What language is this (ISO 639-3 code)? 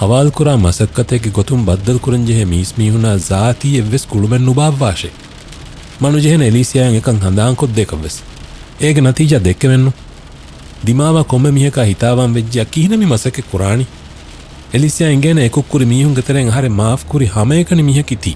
div